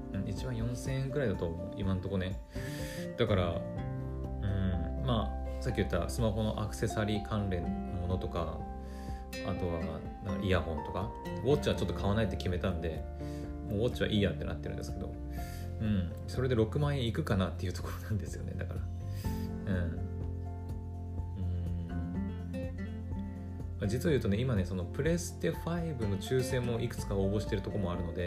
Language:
Japanese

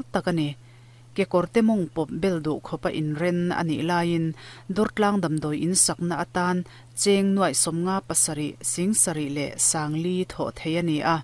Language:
Mizo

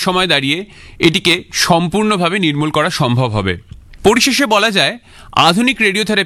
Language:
Bangla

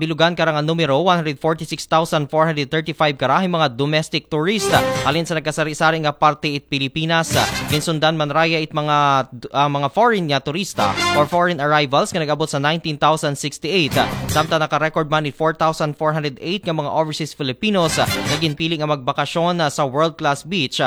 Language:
Aklanon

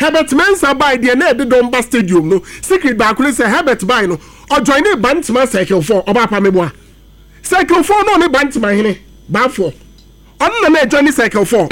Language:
Akan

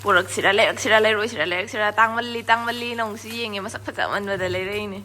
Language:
Manipuri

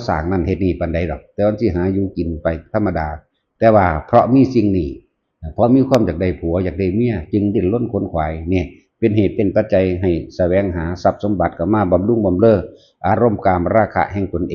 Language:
Northeastern Thai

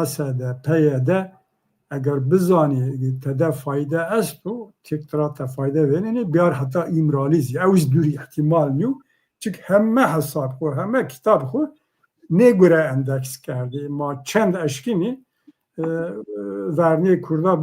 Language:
Zaza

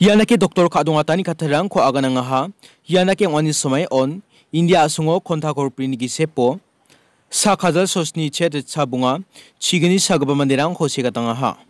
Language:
Garo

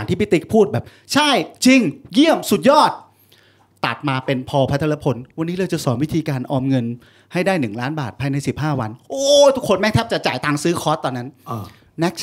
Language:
Thai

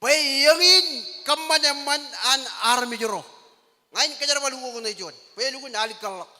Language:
Marshallese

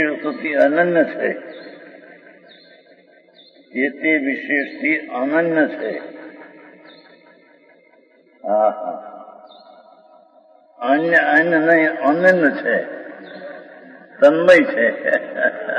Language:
Gujarati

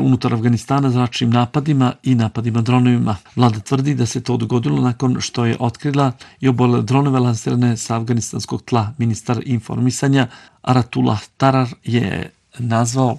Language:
Bosnian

